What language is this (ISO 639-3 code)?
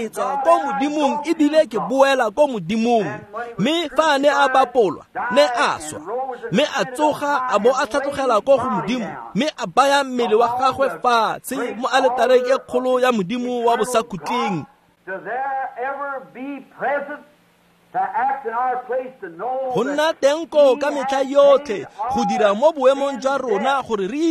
tsn